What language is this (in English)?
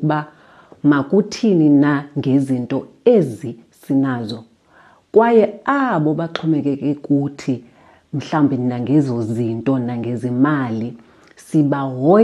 Xhosa